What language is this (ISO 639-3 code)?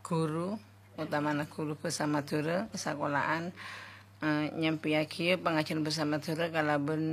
mad